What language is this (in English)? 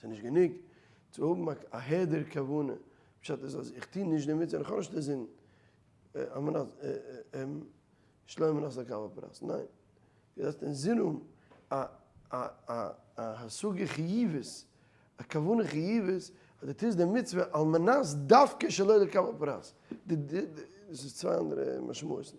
Yiddish